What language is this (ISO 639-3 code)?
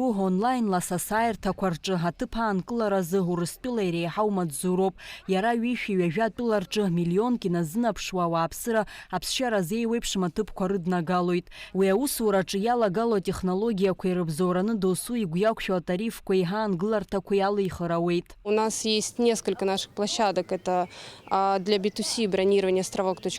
abk